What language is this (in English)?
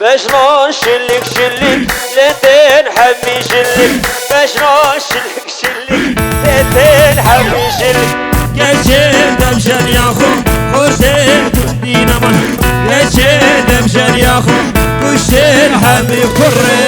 Kurdish